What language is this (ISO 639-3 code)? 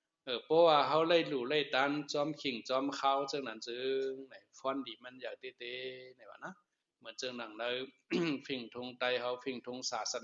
shn